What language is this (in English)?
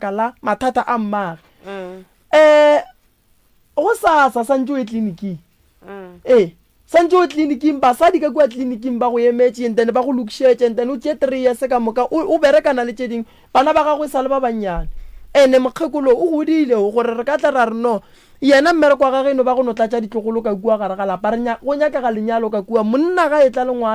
Northern Sotho